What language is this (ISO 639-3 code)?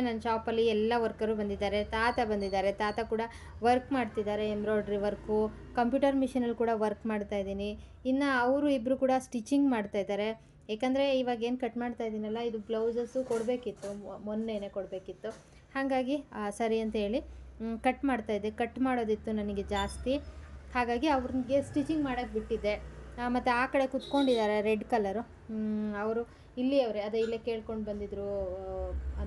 kan